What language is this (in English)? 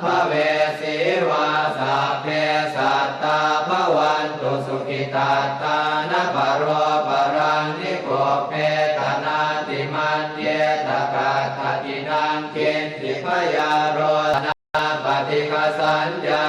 Pali